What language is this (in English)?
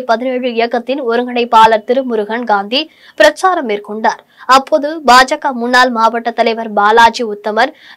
Tamil